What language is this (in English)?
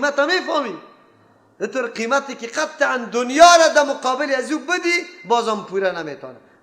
Persian